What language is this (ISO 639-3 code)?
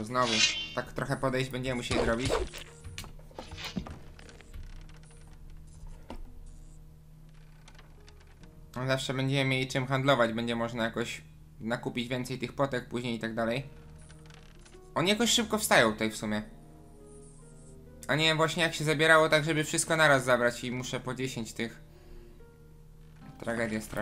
pol